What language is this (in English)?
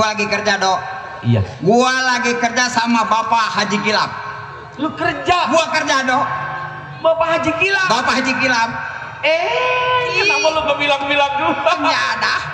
Betawi